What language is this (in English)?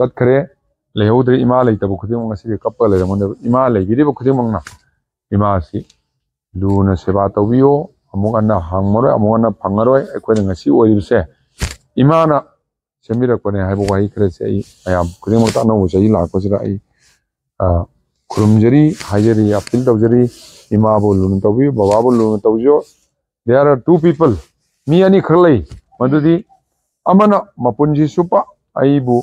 Manipuri